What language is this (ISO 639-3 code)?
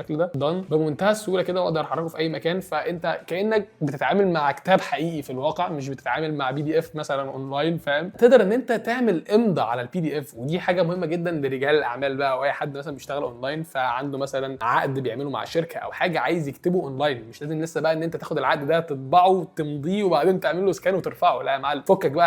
arz